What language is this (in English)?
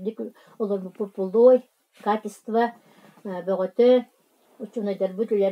Yakut